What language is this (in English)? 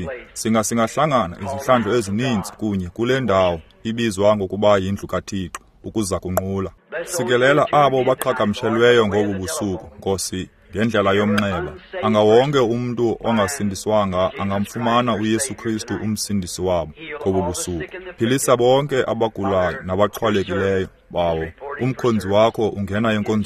Xhosa